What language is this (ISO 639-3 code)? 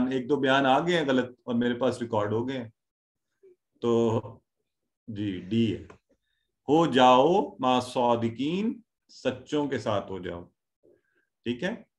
urd